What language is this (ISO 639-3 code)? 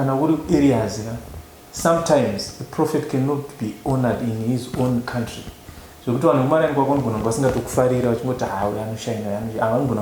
sna